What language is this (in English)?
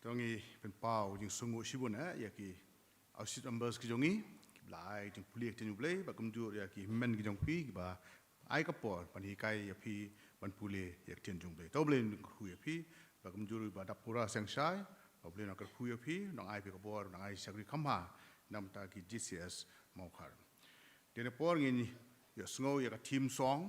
Khasi